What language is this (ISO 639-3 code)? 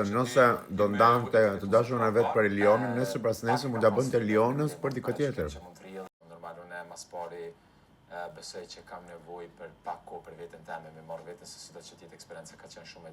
sqi